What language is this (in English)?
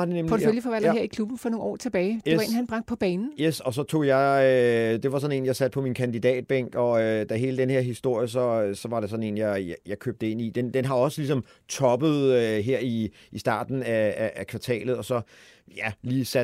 Danish